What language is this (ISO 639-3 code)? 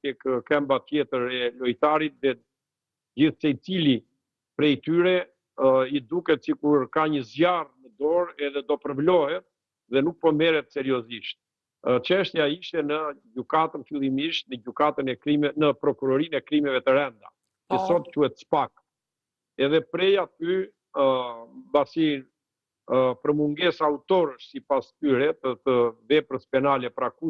sqi